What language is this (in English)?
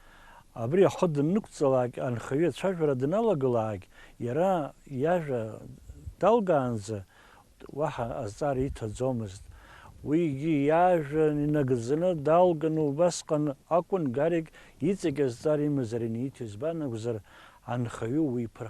Abkhazian